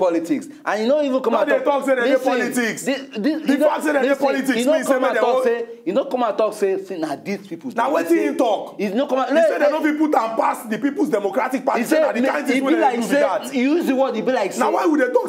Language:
Nigerian Pidgin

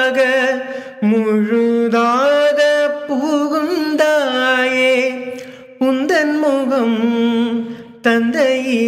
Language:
Tamil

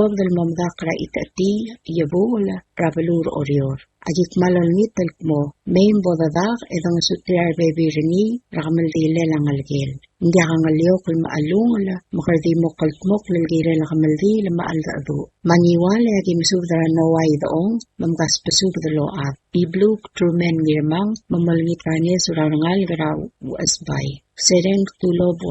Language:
Palauan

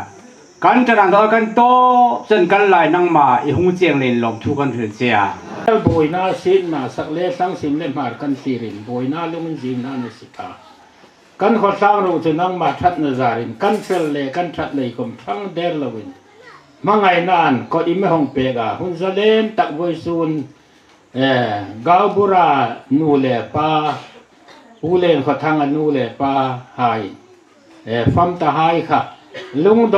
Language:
Hmar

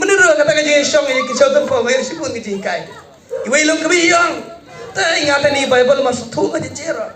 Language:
Khasi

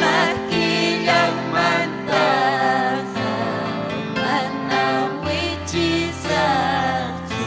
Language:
Ayacucho Quechua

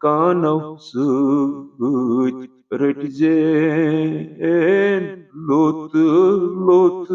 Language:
Kashmiri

